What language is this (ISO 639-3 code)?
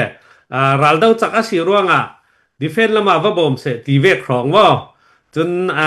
cfm